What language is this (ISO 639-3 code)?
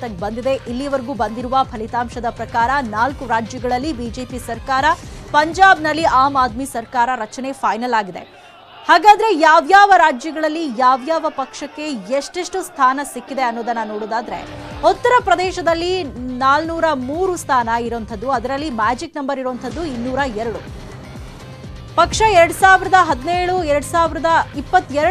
kan